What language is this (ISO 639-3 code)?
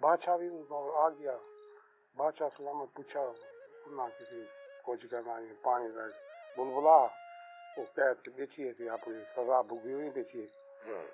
skr